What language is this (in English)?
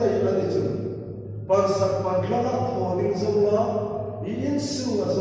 Hmar